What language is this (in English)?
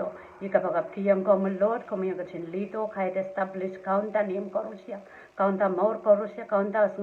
Pohnpeian